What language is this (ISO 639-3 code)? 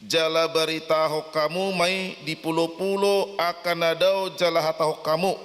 bbc